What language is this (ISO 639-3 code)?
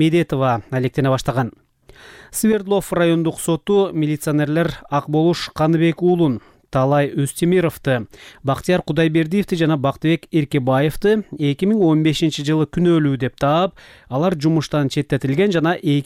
kir